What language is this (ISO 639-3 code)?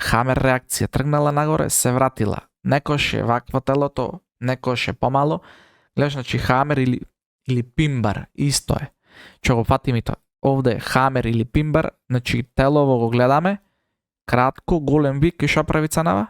mkd